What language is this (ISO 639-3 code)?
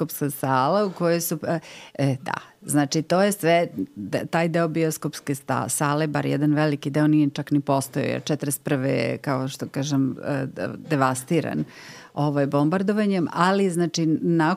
srp